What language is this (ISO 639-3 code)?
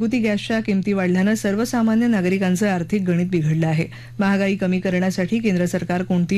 mar